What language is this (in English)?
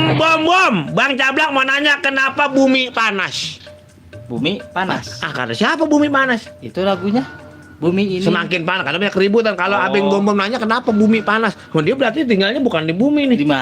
Betawi